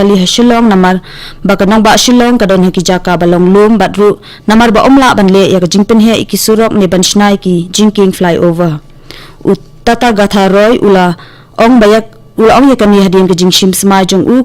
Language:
Khasi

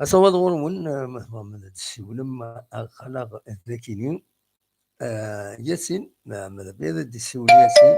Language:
Kabyle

